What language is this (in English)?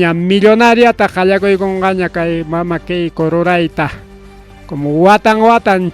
Ayacucho Quechua